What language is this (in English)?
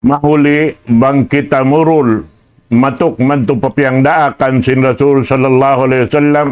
Tausug